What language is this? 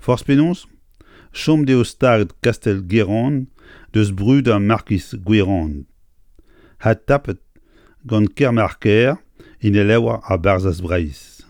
Breton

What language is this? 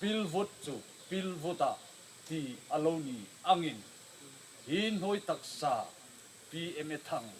Hmar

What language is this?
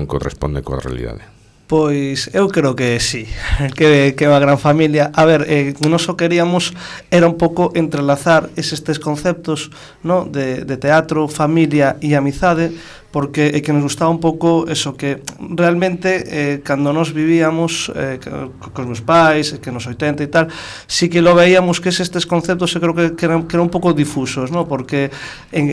Galician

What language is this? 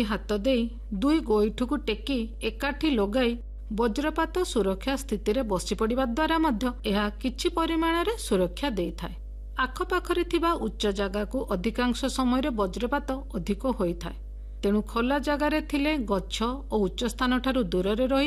Odia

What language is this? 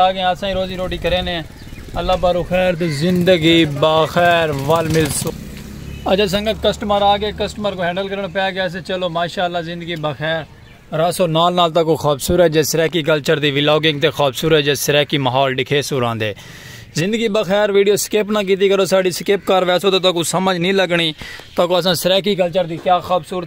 Saraiki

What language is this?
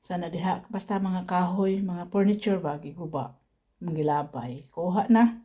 Cebuano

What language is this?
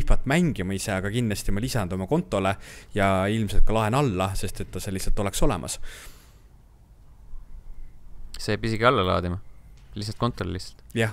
Estonian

